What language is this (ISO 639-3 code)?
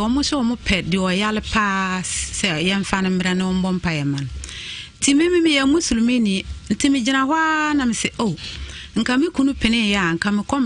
aka